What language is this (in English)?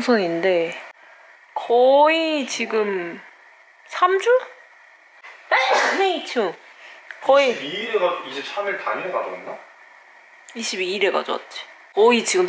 Korean